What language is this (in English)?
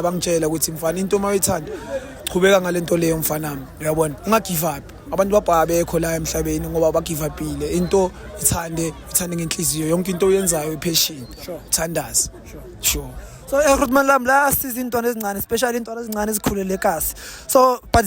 Zulu